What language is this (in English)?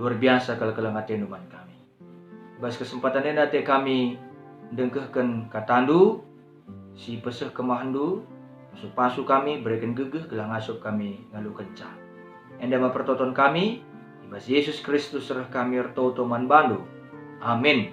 Batak Karo